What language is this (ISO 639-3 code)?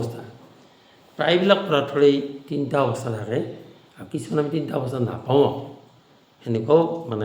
asm